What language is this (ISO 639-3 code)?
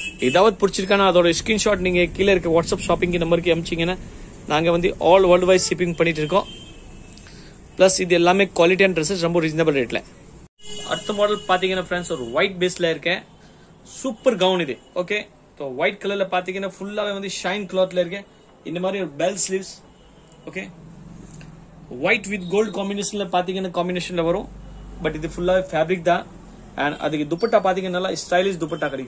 tam